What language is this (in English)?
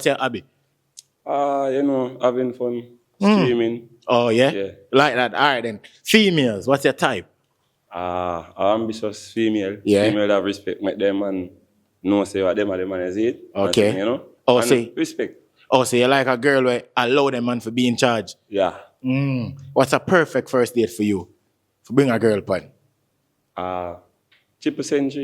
Jamaican Creole English